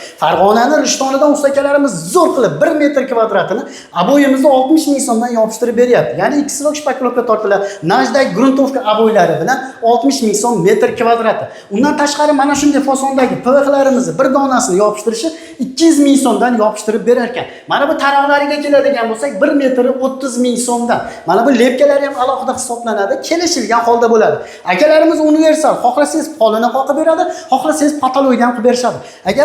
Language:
Uzbek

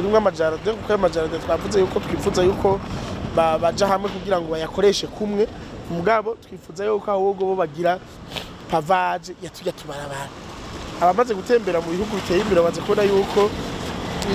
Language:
Rundi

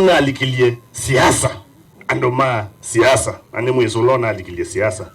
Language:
Kamba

